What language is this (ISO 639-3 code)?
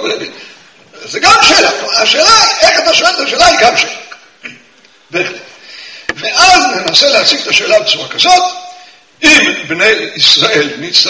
heb